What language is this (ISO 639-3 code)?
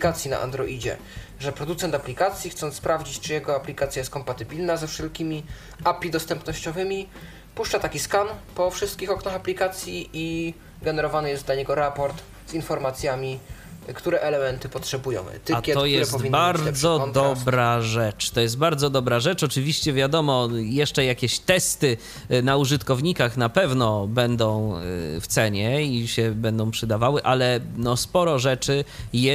pol